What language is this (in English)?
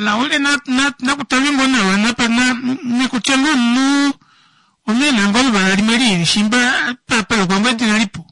Kuanyama